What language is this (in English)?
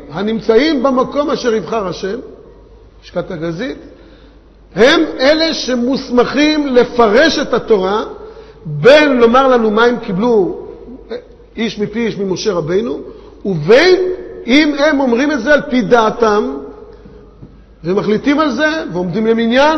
Hebrew